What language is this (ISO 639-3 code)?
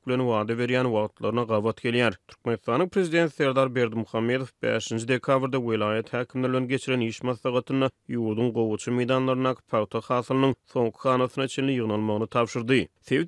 tuk